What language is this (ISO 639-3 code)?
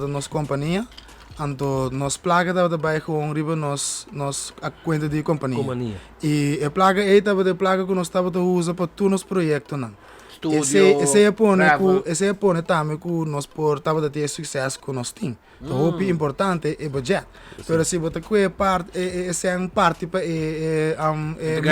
pap